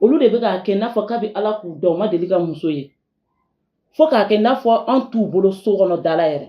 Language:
Bambara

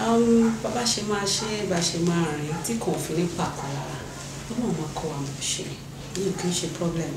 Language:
Yoruba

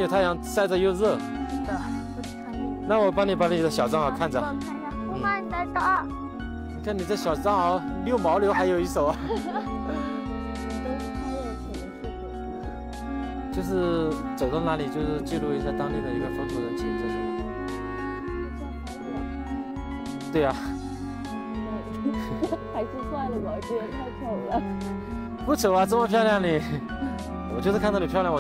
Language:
Chinese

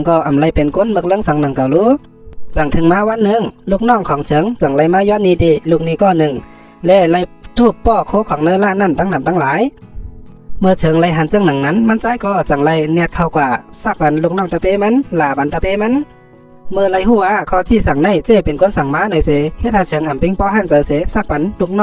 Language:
Shan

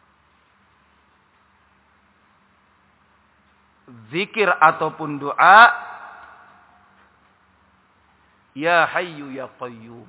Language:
Indonesian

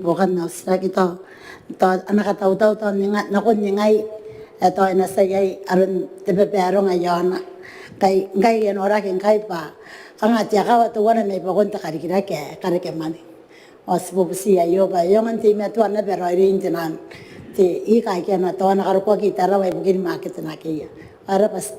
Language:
Gilbertese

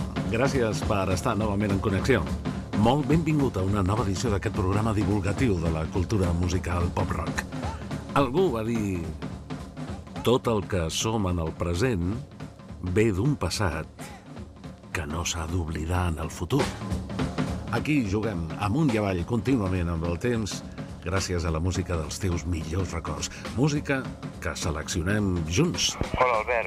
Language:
Catalan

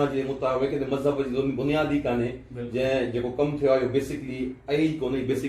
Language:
Sindhi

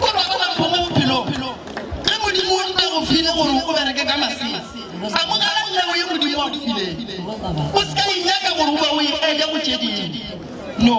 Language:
Northern Sotho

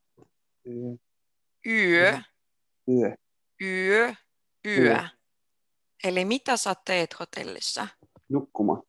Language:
Finnish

